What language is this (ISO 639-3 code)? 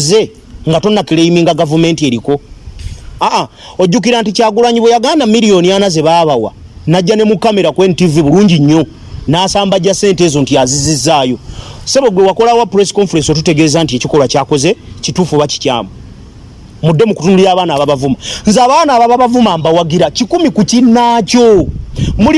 lug